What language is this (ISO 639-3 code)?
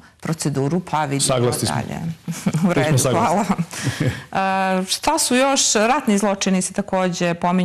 hrv